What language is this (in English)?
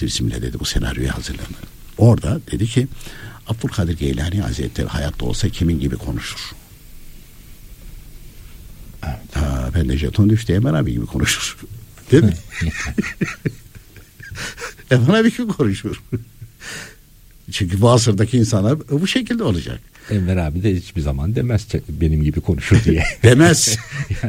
Turkish